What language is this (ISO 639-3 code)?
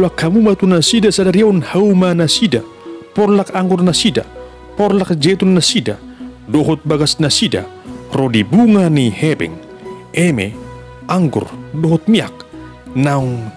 bbc